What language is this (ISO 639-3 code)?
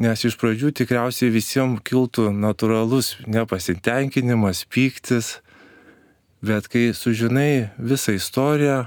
lit